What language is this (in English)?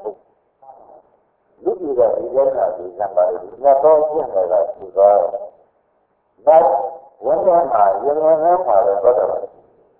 Burmese